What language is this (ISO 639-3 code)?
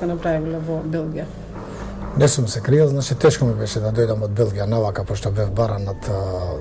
mkd